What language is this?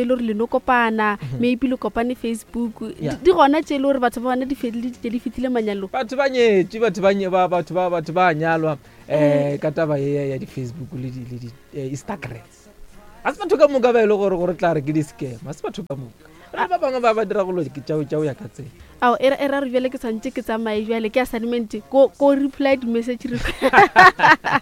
Northern Sotho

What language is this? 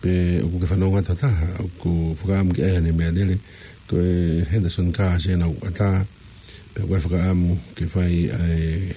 Tongan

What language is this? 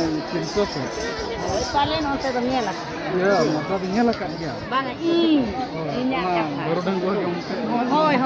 Santali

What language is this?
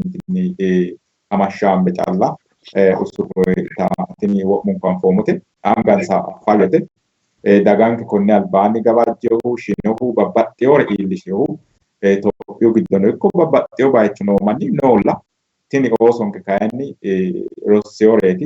Sidamo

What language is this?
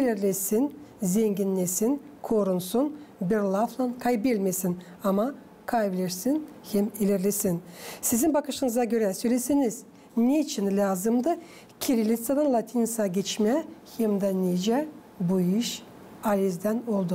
Gagauz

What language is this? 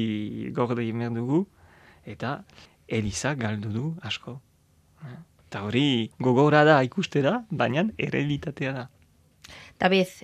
Basque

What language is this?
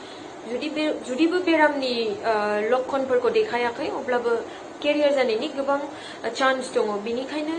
Bodo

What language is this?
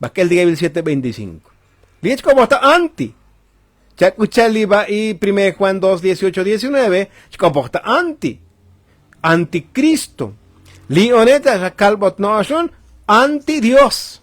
Tzotzil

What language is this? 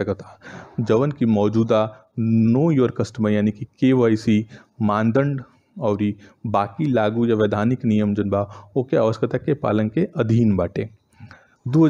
Bhojpuri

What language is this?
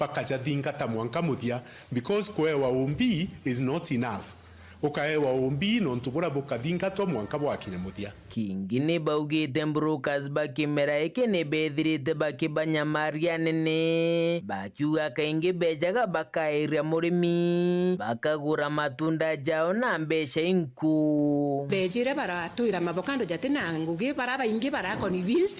Meru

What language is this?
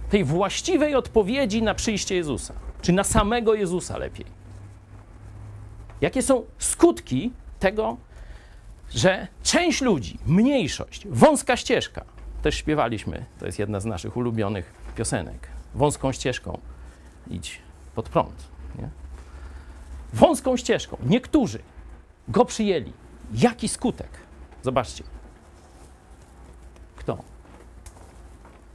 Polish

